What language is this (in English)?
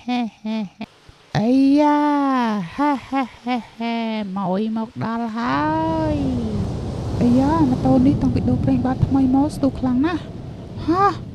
Khmer